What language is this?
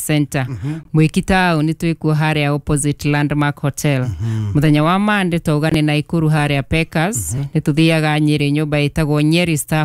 Kikuyu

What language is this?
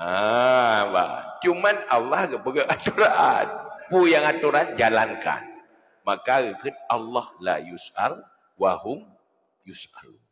Achinese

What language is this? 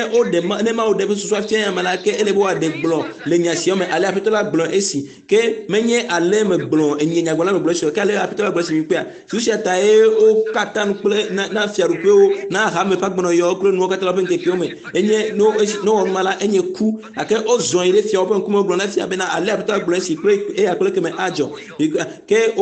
Ewe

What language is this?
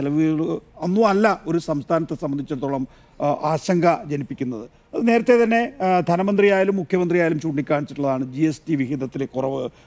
Malayalam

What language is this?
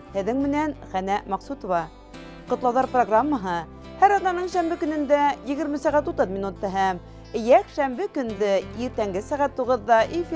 Bashkir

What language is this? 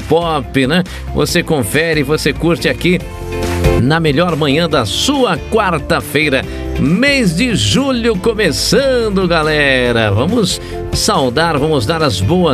Portuguese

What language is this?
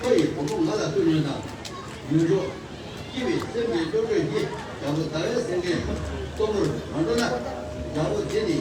Tibetan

